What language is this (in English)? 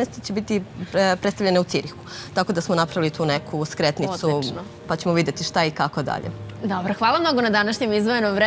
Serbian